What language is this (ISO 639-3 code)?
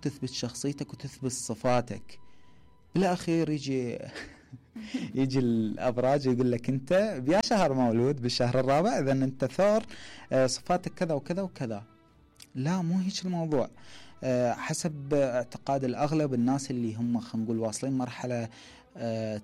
acm